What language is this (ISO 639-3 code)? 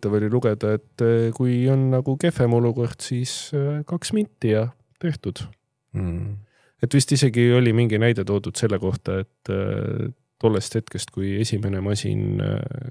est